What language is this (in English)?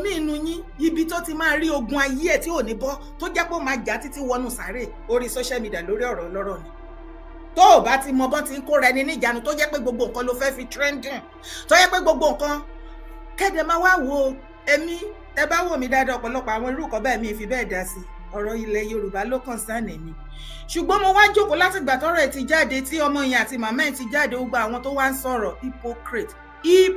Yoruba